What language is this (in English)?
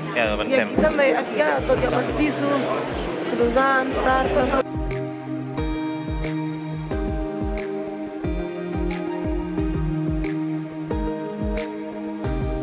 Catalan